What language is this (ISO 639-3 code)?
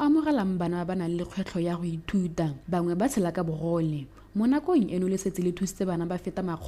tsn